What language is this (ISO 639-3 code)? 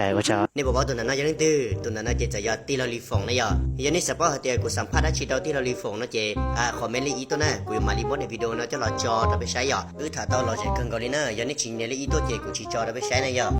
hmn